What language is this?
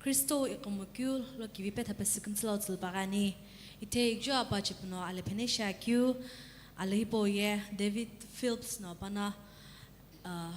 Sumi Naga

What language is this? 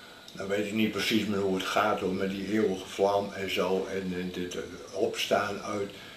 Dutch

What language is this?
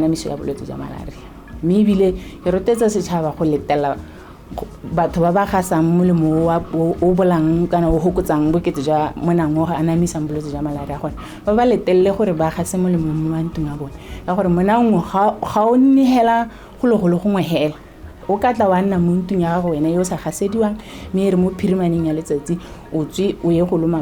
Tswana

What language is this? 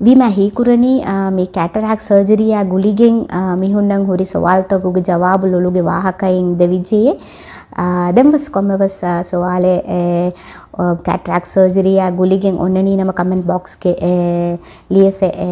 Divehi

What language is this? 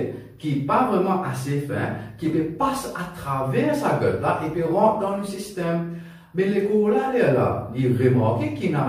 Morisyen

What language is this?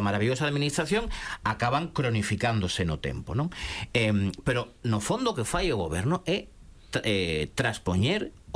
Galician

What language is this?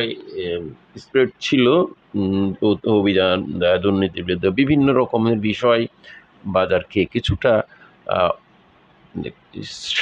Bangla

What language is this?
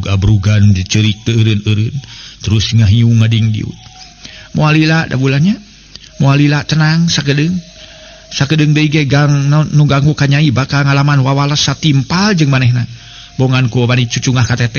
Sundanese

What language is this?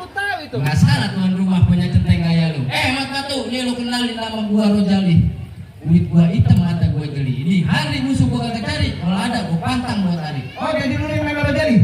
Betawi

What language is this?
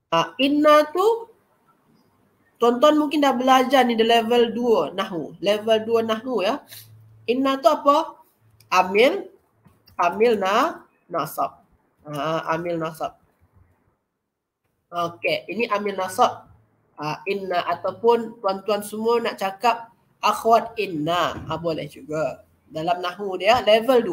Malay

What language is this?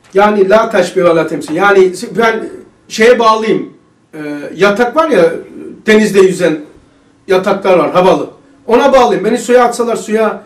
Turkish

